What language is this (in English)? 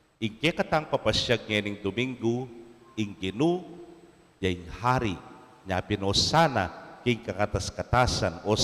Pampanga